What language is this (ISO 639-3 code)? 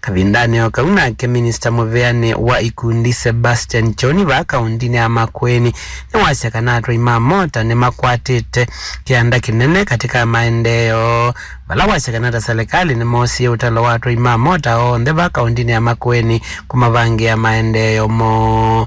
kam